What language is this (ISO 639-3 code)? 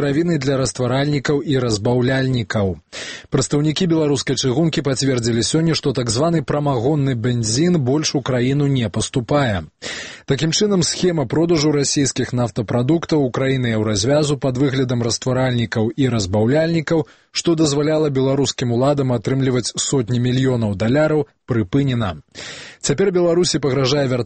bel